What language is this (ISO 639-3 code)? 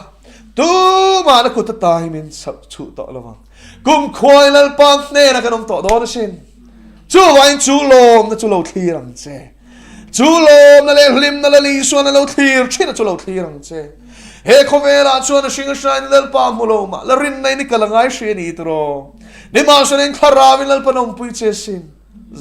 lus